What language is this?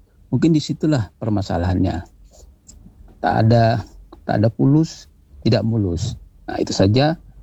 Indonesian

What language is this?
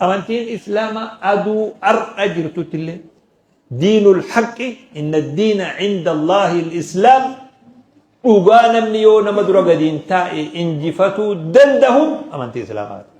Oromo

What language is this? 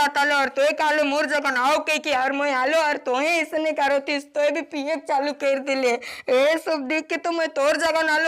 Sadri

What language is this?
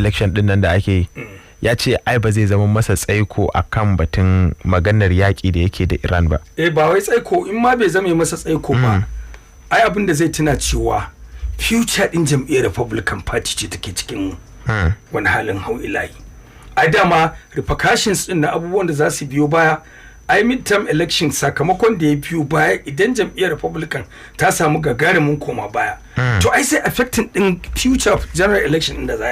Hausa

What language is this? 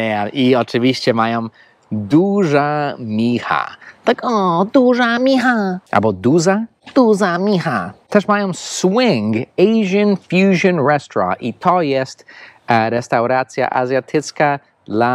Polish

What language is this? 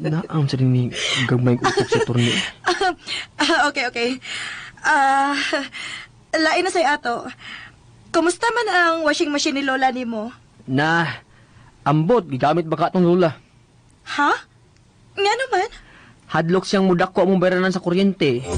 Cebuano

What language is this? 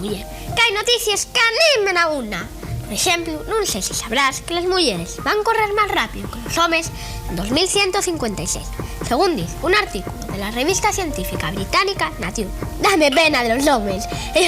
Asturian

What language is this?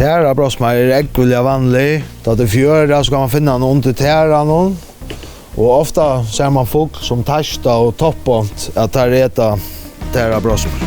Faroese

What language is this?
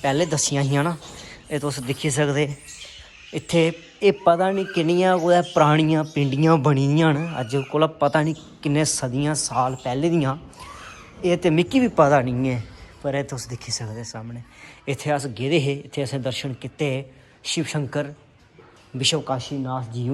Dogri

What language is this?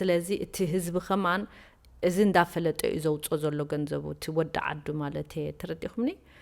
Tigrinya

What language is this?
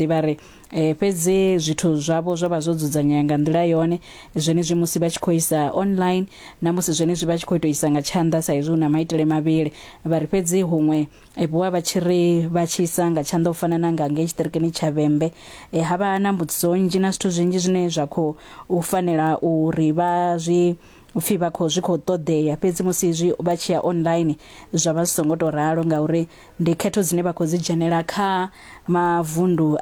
Venda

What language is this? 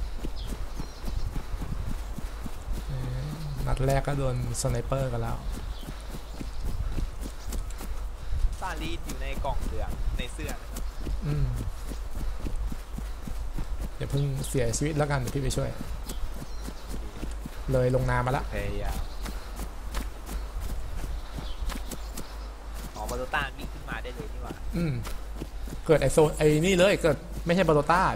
Thai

